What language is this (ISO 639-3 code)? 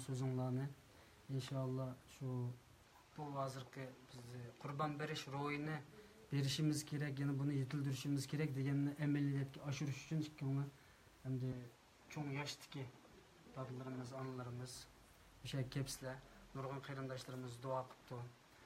uig